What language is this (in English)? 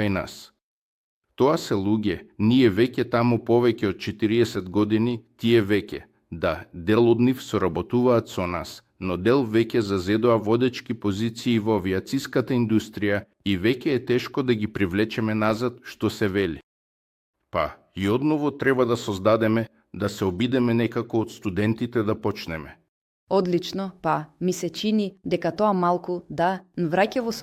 Macedonian